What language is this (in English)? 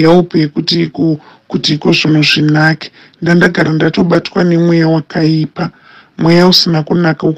Shona